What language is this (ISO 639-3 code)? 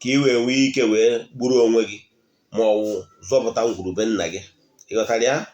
ibo